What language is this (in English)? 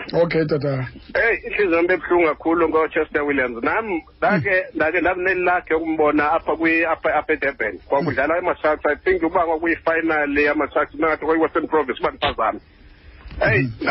Xhosa